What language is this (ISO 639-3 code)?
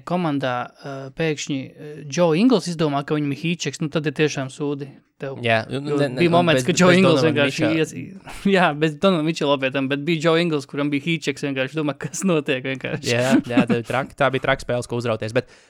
lav